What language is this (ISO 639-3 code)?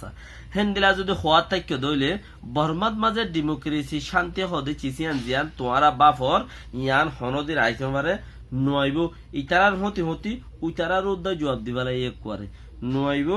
rhg